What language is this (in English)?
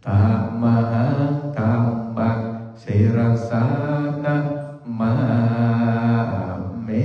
Pali